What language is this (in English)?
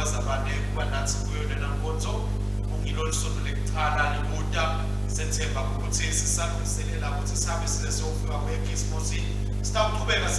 Swati